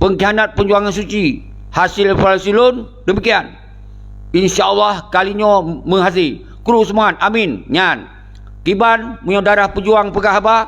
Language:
Achinese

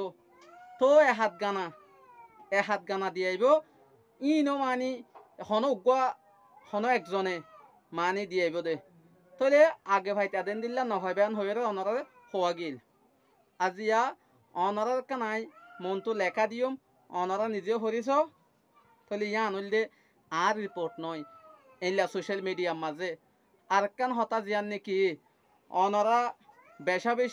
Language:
Rohingya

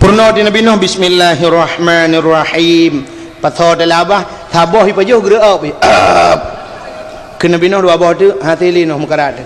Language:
Achinese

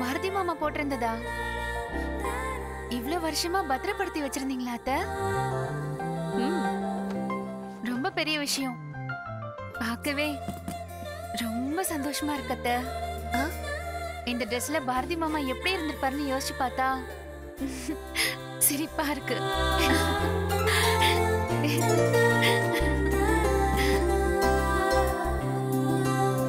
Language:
Tamil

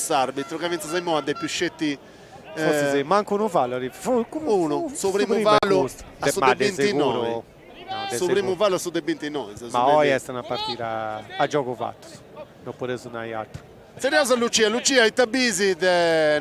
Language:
Sardinian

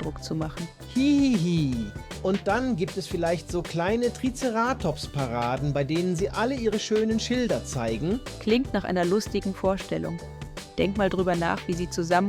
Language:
Swiss German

